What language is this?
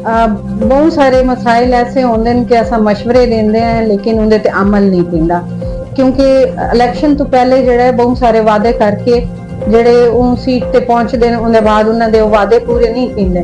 Saraiki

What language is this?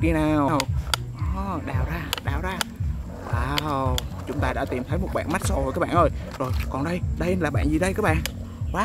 Vietnamese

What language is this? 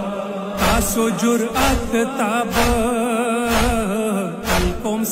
Urdu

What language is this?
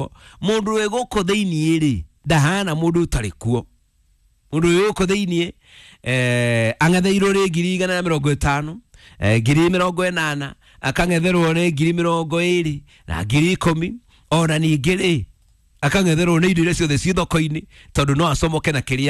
Kikuyu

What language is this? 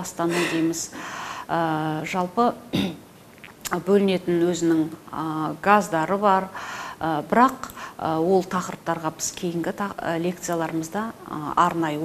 Kazakh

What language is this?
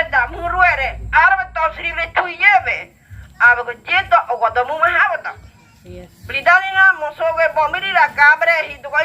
Ngäbere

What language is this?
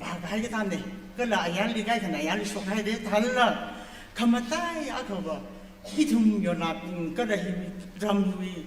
Tangkhul Naga (India)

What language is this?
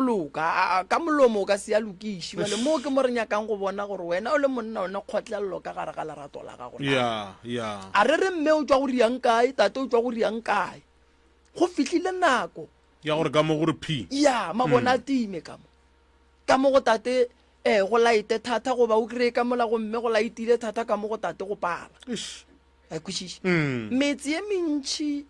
Northern Sotho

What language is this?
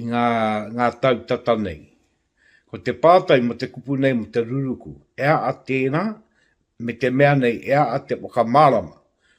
Māori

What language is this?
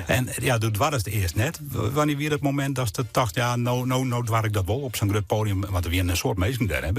Western Frisian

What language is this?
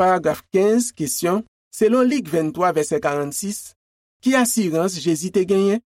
Haitian Creole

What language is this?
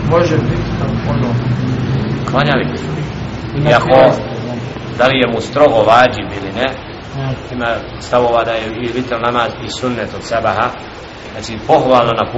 Bosnian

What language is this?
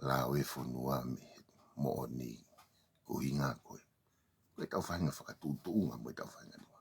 Tongan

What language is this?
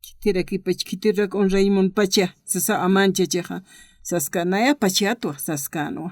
Aymara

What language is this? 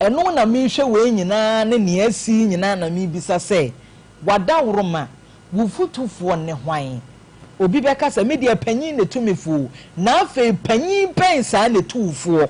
Akan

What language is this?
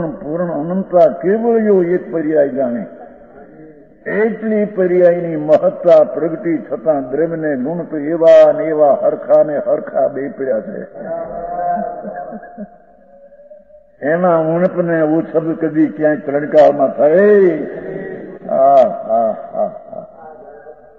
Gujarati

